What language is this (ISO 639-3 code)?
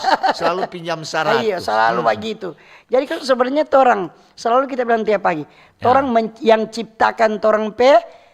xmm